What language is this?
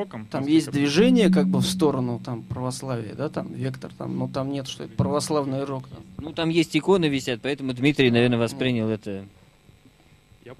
Russian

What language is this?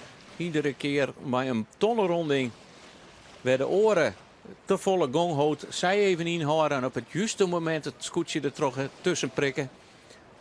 Western Frisian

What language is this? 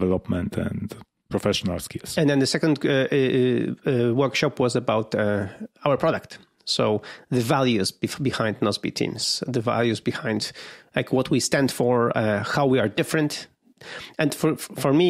English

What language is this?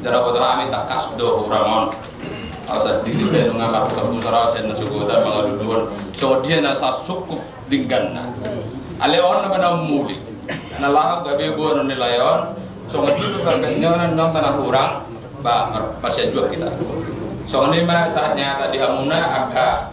Batak Toba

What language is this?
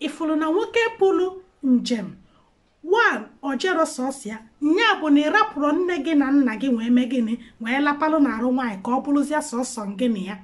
Igbo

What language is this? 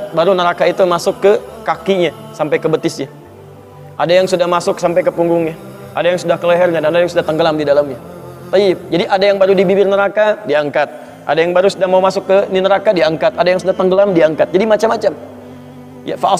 Indonesian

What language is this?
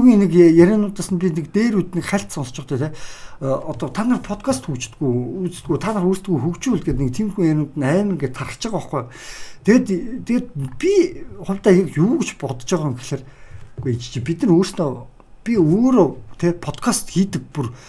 Mongolian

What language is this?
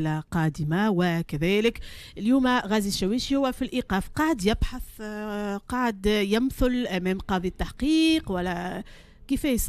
Tunisian Arabic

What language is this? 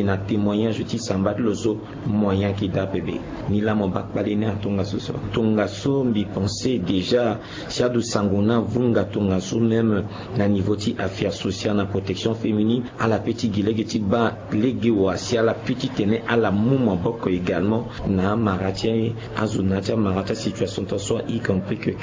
Sango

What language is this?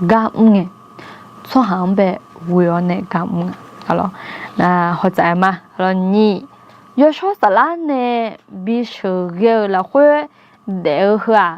Akha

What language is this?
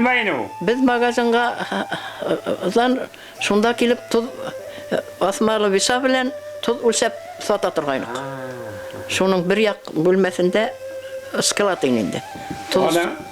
Bashkir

